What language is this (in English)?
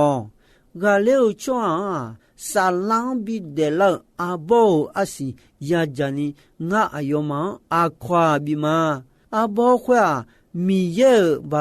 Akha